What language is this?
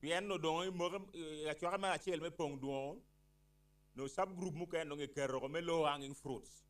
Acoli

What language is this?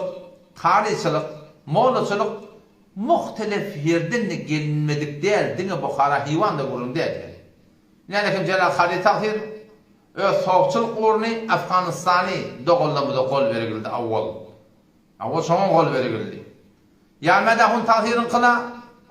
Turkmen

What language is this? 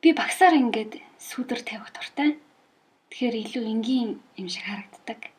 Mongolian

